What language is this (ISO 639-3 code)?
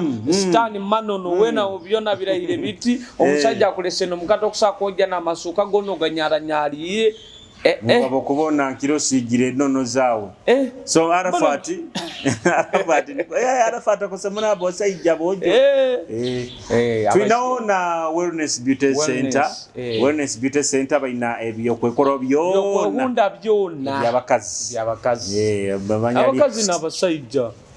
nyo